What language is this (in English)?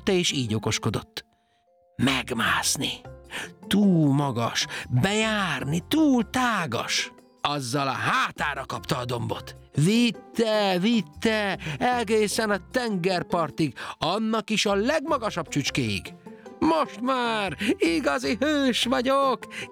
Hungarian